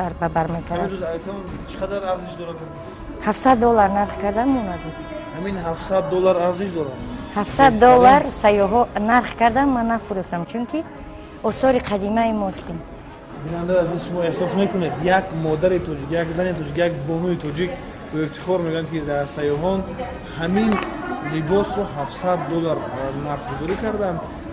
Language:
Tajik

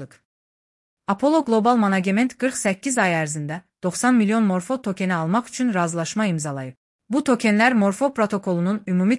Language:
Azerbaijani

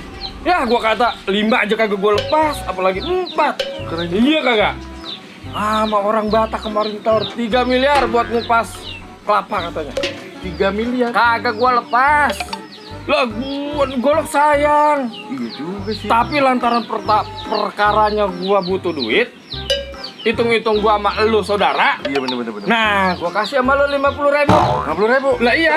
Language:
Betawi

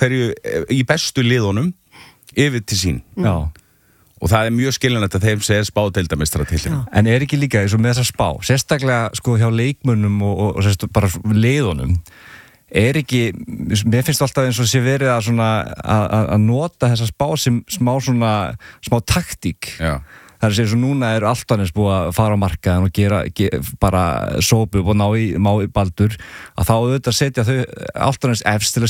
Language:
Icelandic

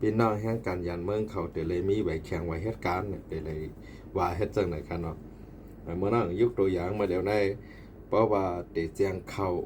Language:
Shan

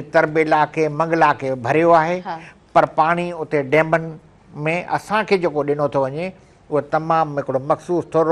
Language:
Sindhi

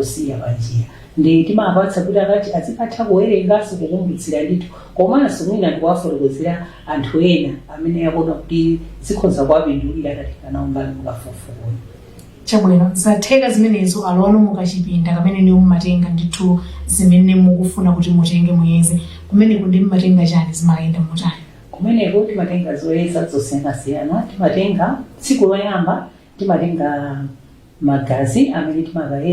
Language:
Nyanja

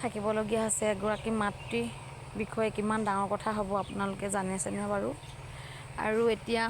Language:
Assamese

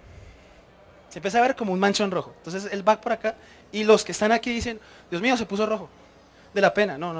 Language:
Spanish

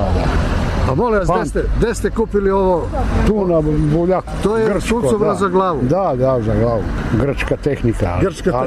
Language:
Serbian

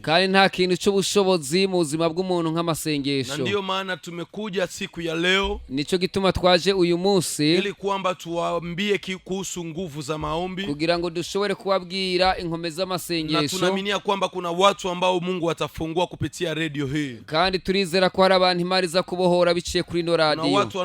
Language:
Rundi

